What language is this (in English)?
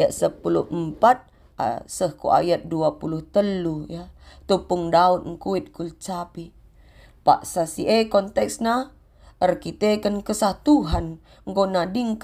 Batak Karo